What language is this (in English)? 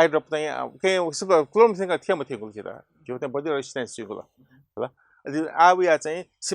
Newari